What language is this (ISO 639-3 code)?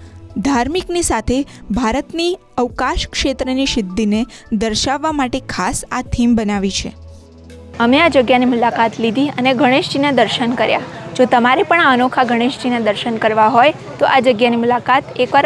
guj